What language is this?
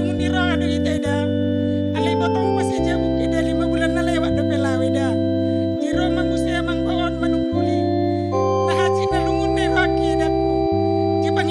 Batak Toba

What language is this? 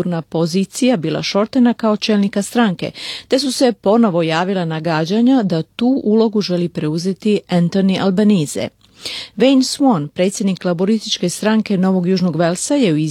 Croatian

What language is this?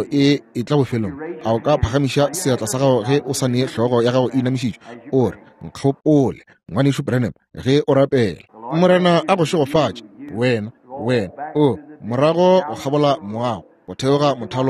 Northern Sotho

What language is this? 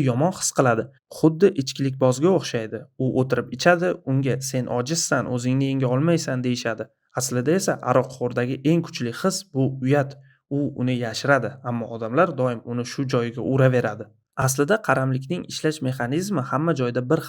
Uzbek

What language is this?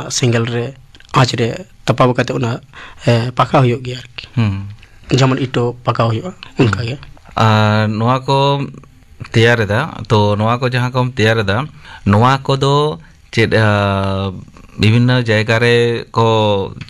Santali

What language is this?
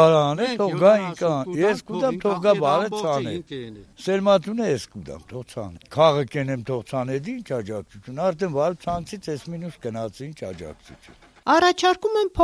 Armenian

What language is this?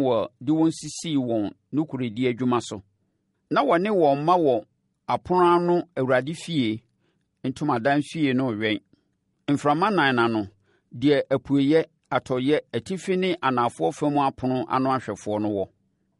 Akan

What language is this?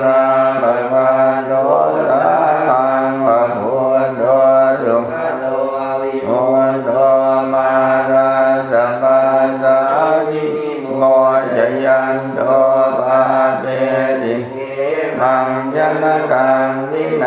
Pali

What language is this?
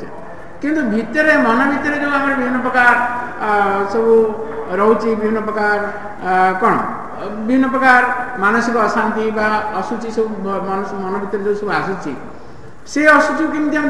Odia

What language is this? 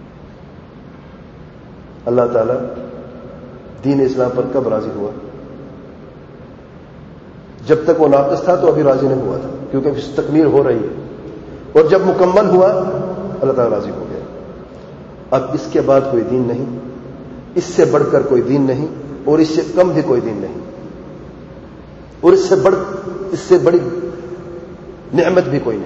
Urdu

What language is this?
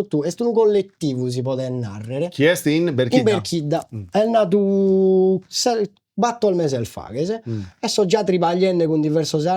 Sardinian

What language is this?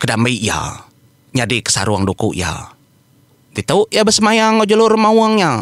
Iban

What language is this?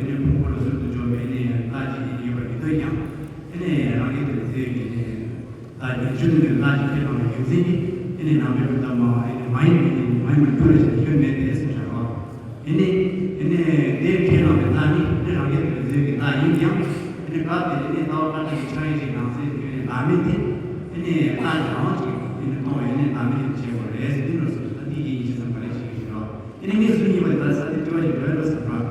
Tibetan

